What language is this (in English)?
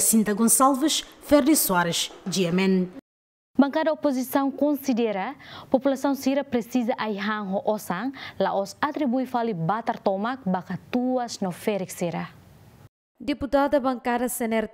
Tetum